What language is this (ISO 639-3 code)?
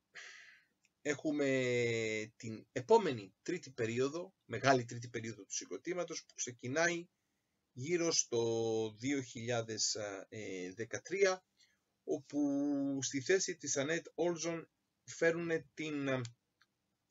ell